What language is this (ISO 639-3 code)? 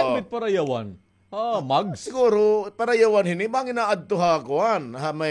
war